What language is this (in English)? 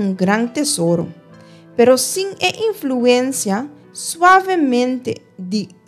Papiamento